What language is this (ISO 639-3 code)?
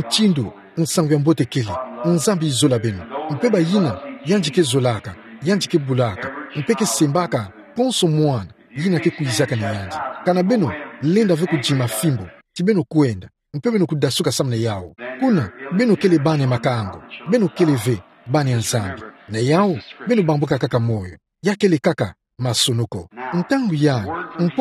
ktu